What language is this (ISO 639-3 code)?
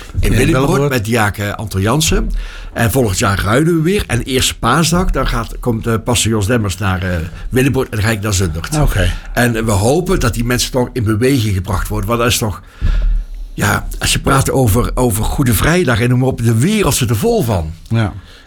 nld